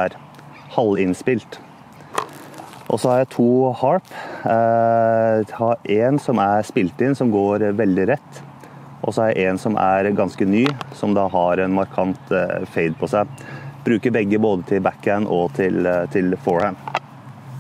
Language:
Norwegian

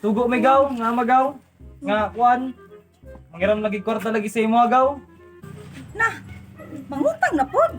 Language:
Cebuano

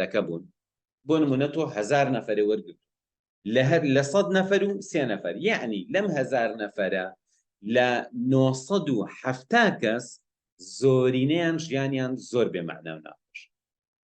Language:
Central Kurdish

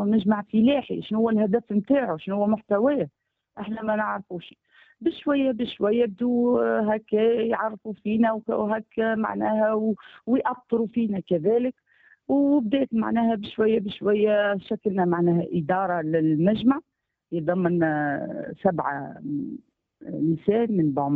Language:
Tunisian Arabic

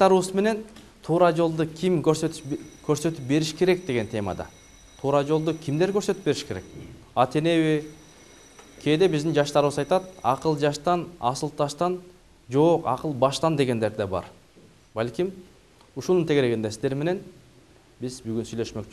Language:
Kyrgyz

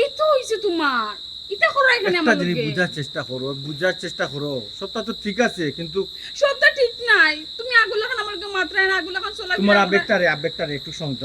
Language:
Sylheti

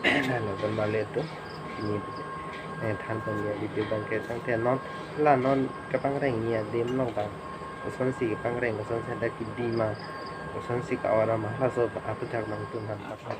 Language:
Karbi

